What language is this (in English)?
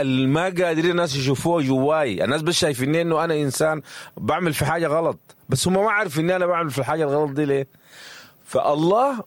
Sudanese Arabic